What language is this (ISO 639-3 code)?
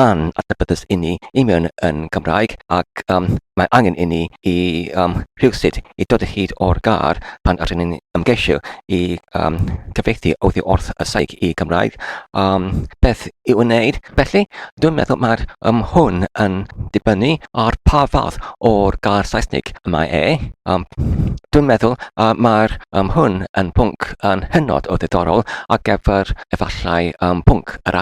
cym